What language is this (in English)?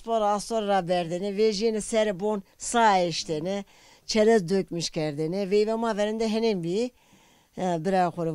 Zaza